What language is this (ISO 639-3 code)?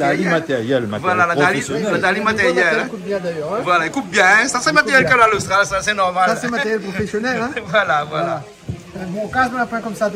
rcf